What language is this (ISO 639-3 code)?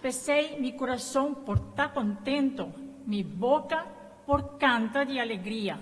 pap